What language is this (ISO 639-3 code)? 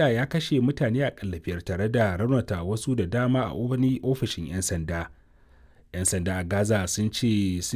hau